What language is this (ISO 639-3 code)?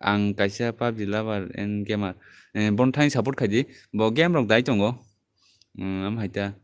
trp